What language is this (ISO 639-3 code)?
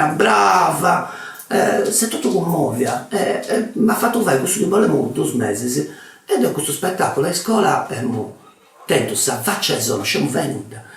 srd